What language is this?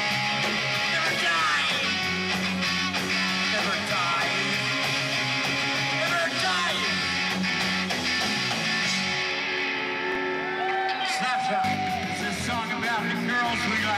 English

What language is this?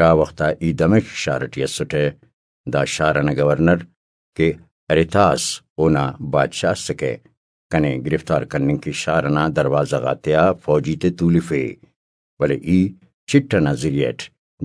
Brahui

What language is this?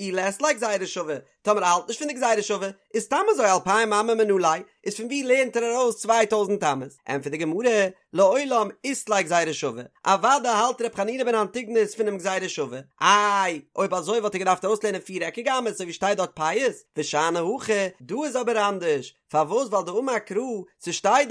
Yiddish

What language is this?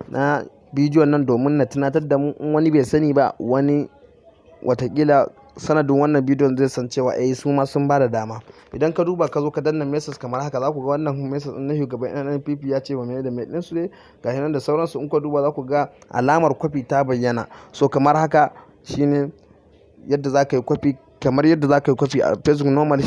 Hausa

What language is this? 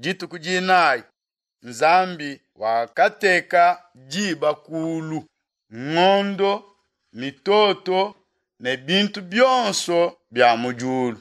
Luba-Lulua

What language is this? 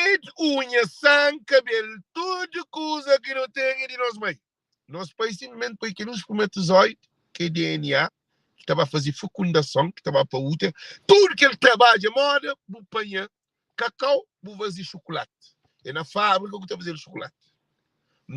Kabuverdianu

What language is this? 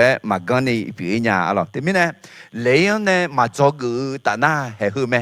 Akha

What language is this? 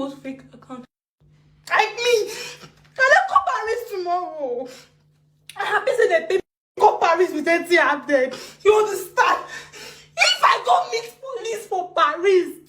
Nigerian Pidgin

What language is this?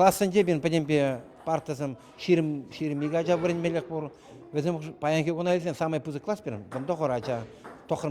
Chuvash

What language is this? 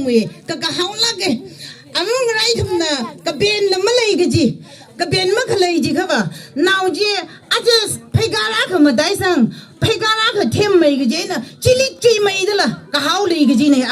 Tangkhul Naga (India)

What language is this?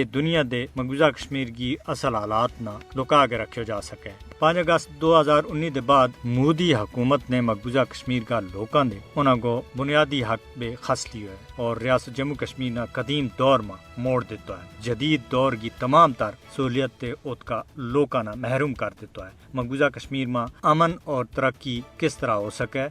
Gujari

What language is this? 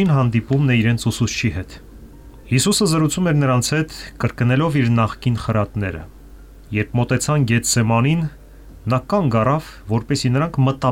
Armenian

